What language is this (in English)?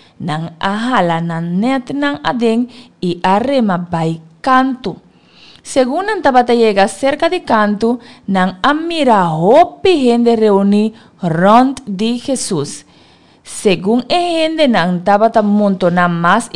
Papiamento